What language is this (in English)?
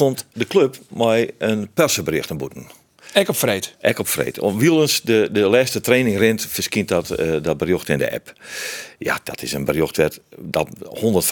Western Frisian